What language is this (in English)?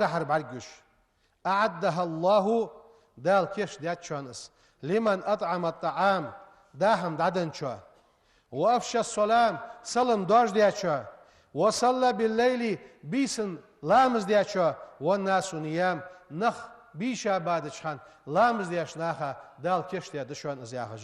Ingush